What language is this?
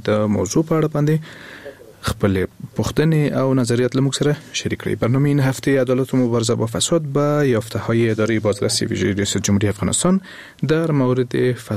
Persian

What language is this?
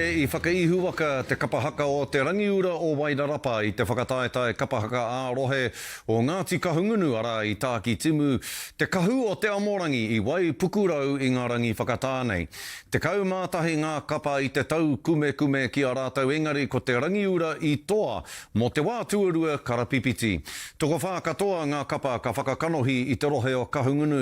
Māori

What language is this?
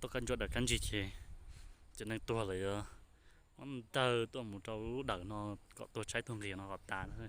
Hmong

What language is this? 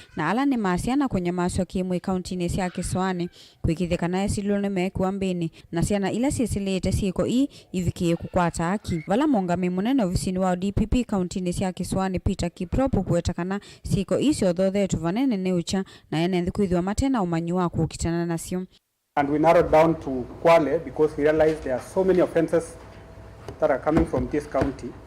Kamba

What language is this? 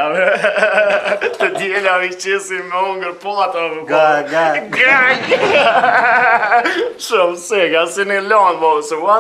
Albanian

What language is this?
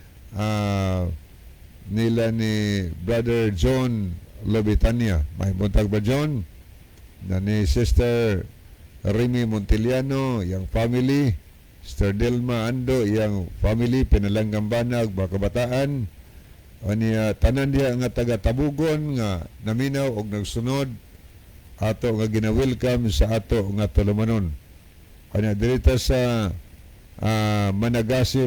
Cebuano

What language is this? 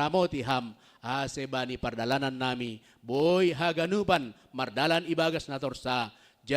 Batak Simalungun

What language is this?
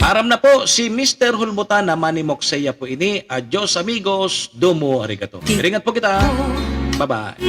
Bikol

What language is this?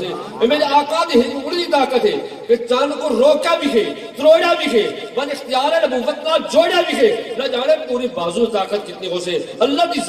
Western Panjabi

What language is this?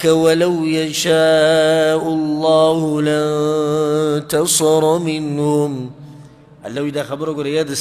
Pashto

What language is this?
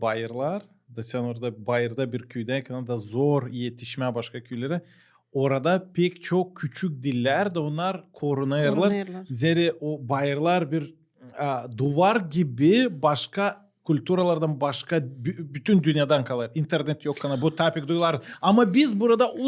Gagauz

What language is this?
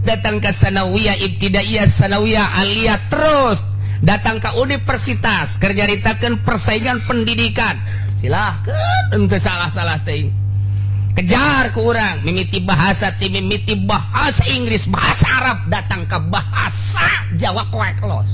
Sundanese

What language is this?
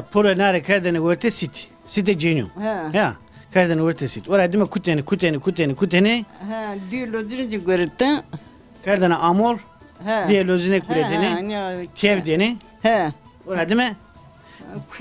Zaza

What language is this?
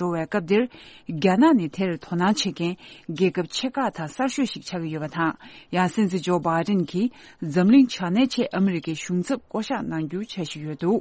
Tibetan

